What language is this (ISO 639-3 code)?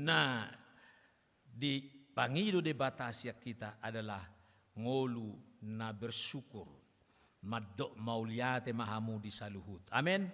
bbc